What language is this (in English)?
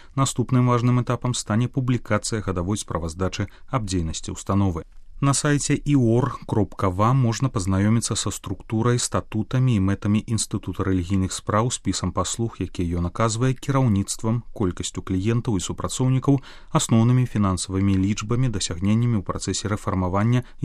Belarusian